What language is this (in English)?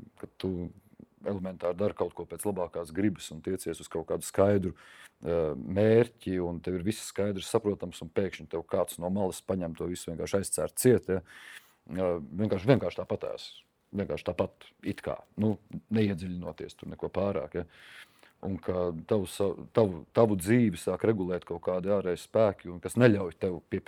Latvian